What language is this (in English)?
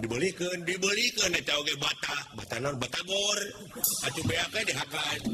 Sundanese